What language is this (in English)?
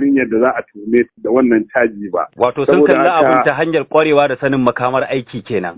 Hausa